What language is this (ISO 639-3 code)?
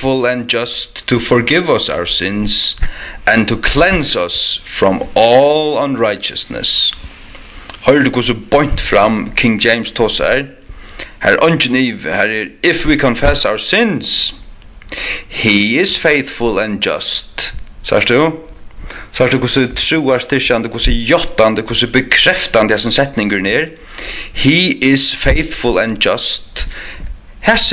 fao